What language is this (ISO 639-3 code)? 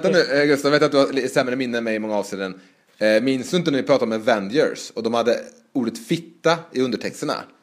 swe